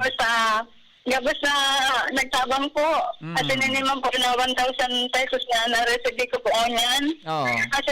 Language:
Bikol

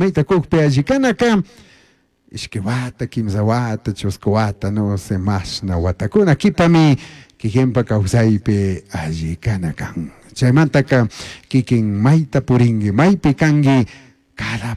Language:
Chimborazo Highland Quichua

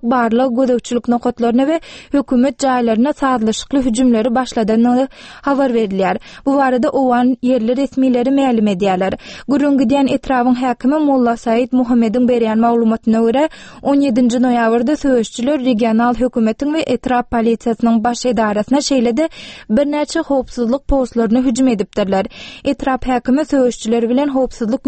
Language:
Turkmen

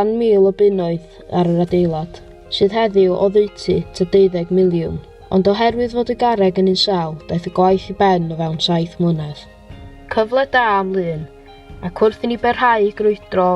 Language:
Welsh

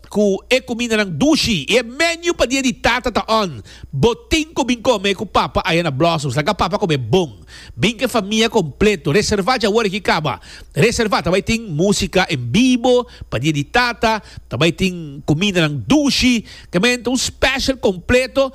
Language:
Papiamento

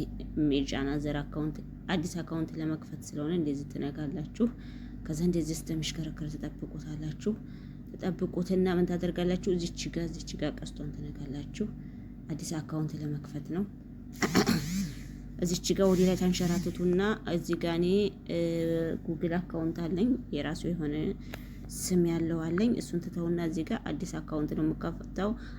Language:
Amharic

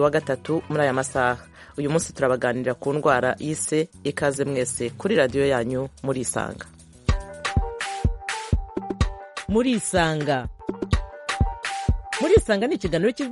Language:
Kinyarwanda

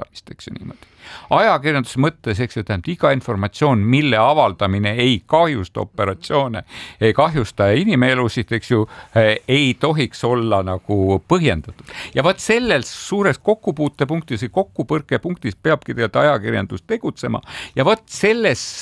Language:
Estonian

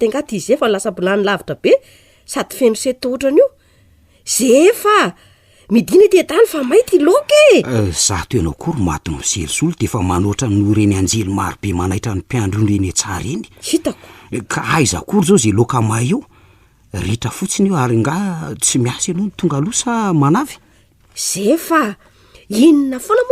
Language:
Malagasy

